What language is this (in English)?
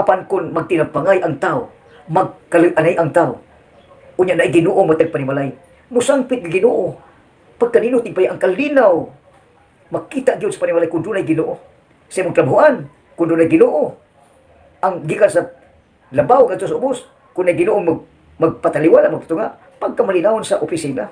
Cebuano